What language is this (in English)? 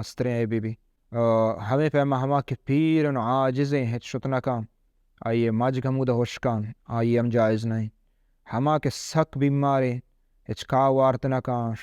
Baluchi